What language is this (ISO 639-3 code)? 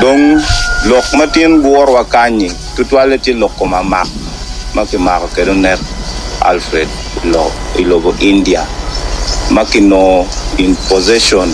ach